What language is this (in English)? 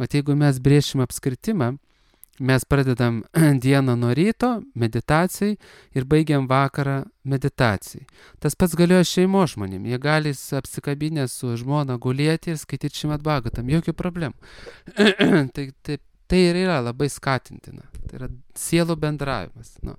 Lithuanian